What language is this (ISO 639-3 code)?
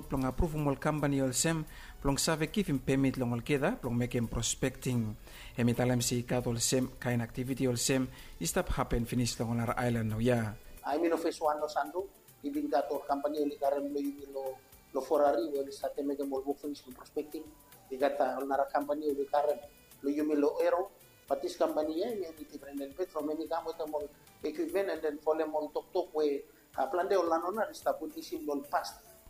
bis